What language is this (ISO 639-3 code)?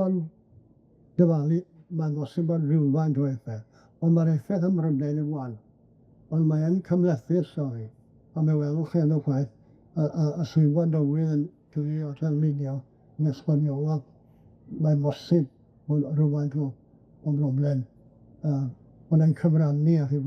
cym